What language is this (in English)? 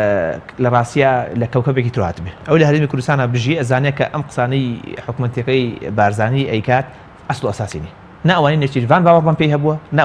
Central Kurdish